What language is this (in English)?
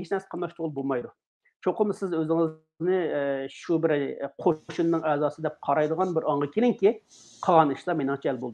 Uyghur